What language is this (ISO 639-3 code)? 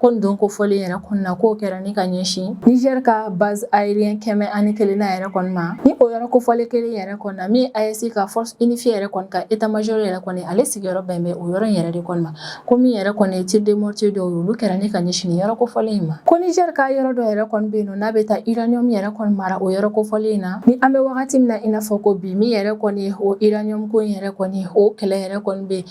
bam